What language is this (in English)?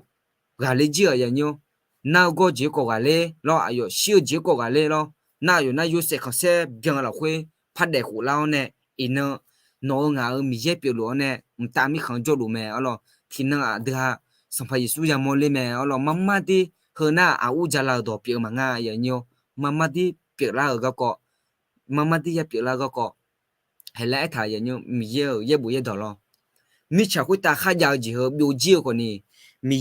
Akha